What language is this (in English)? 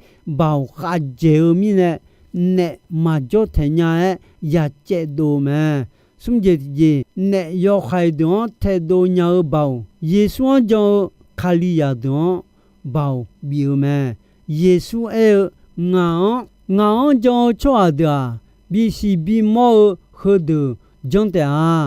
Akha